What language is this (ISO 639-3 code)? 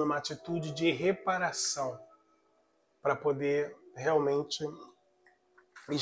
por